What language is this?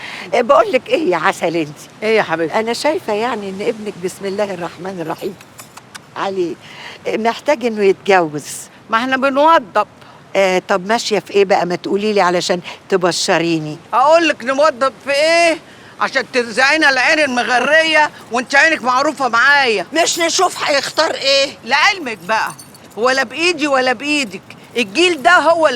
Egyptian Arabic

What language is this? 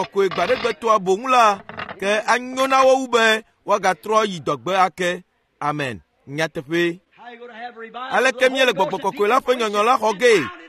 Ewe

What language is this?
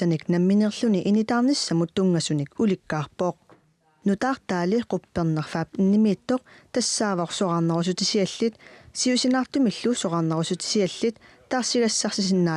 Kalaallisut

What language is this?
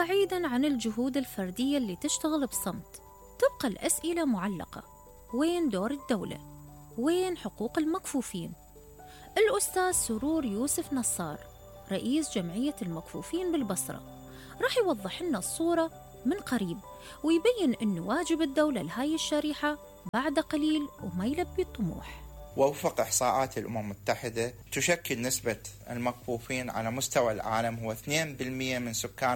Mesopotamian Arabic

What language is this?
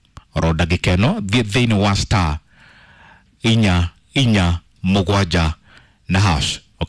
Kikuyu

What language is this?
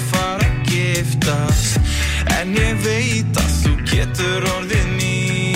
Icelandic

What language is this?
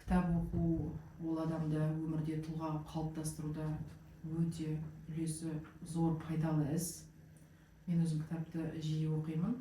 Kazakh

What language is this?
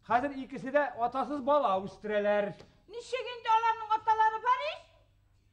Bashkir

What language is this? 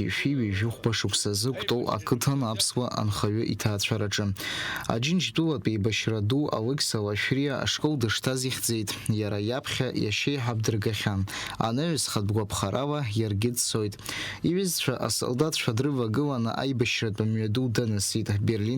Abkhazian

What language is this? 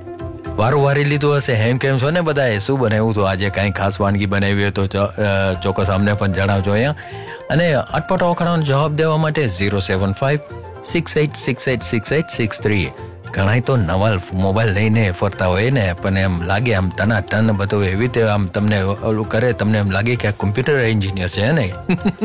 Gujarati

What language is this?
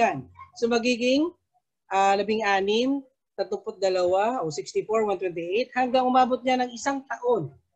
Filipino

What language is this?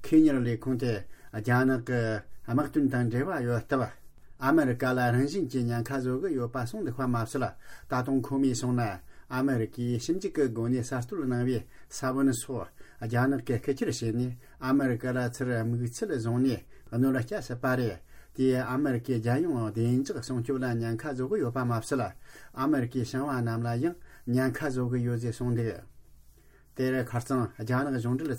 Tibetan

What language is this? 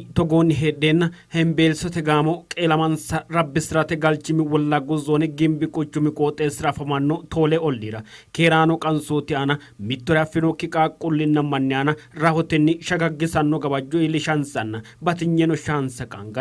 Sidamo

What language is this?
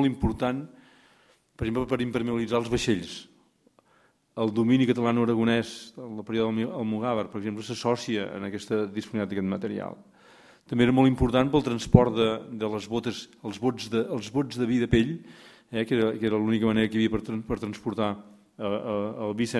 Catalan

